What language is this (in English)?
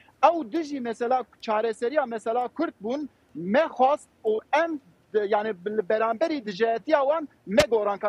Kurdish